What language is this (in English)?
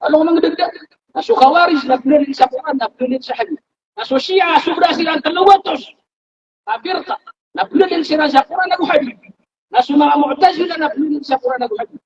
Maranao